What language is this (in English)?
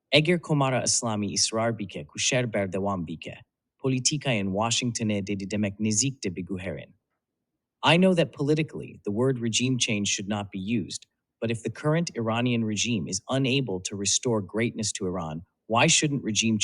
Kurdish